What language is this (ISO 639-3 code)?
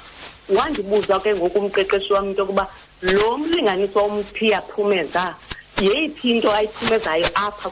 xho